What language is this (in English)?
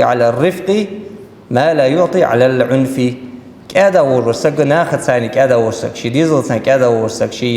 Ingush